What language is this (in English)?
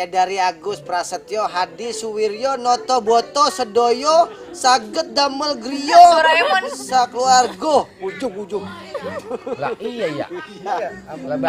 Betawi